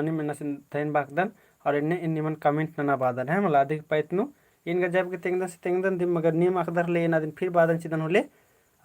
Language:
Kurukh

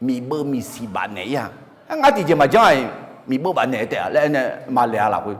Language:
Akha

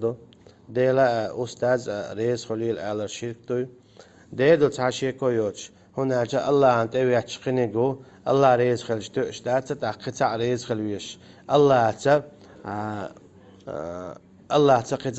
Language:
Chechen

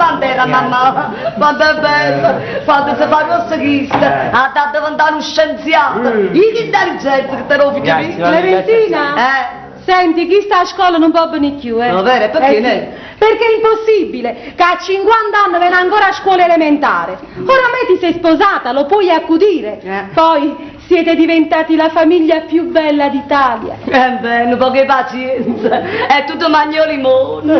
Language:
Neapolitan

